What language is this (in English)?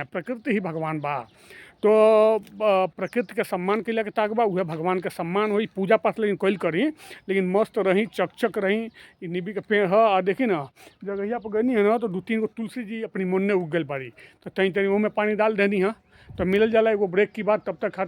Bhojpuri